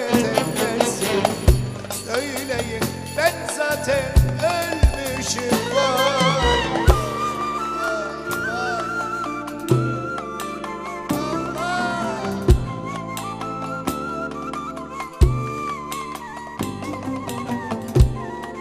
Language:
Turkish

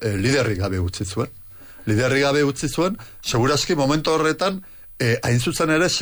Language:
Basque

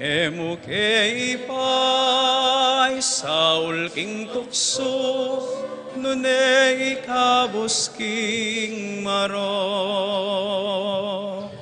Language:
Pampanga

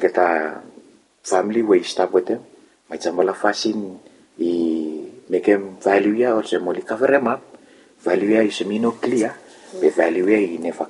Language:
Bislama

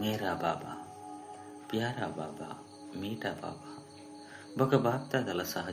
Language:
Tulu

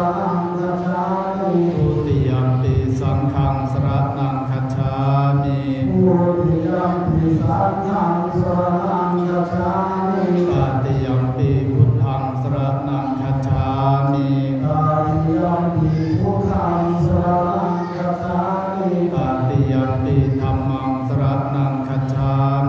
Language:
Pali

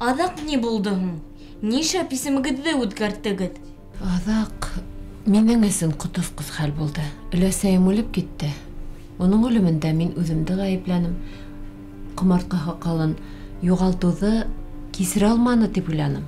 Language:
Bashkir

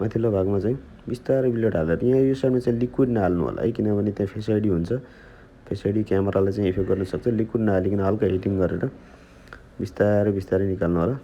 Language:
Nepali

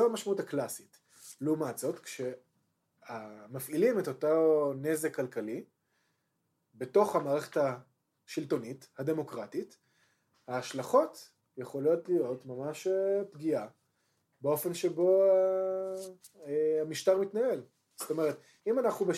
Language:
Hebrew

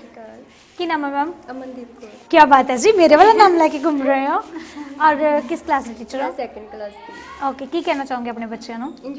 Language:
Punjabi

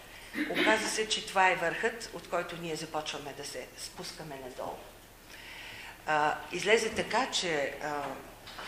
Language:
Bulgarian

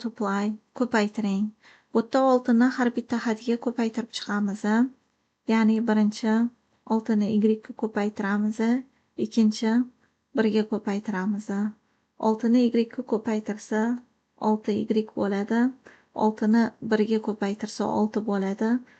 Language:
Uzbek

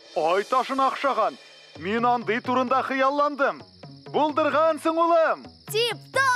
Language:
Tatar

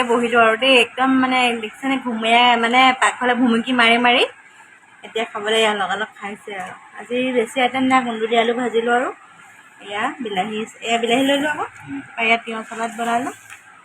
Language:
Assamese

